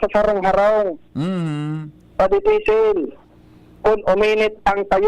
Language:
Bikol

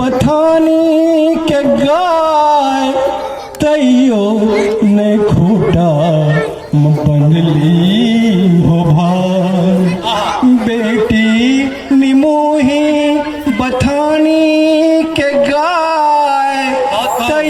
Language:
Angika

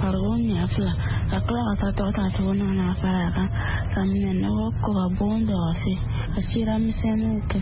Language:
Bambara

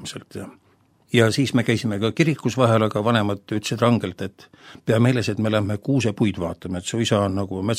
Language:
Estonian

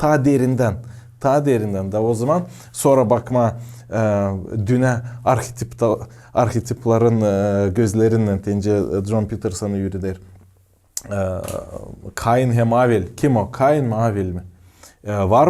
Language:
Gagauz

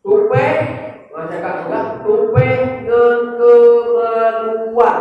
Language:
Achinese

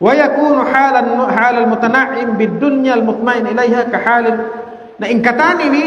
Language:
Tausug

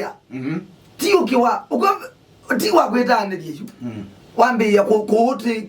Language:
Kamba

